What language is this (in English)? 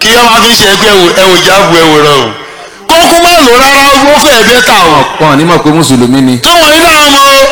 Yoruba